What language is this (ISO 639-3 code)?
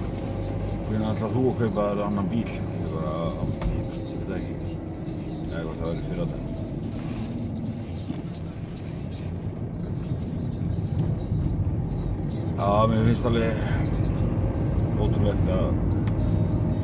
isl